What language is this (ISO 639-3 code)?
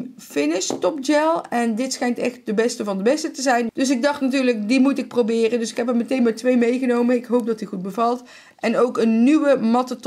nld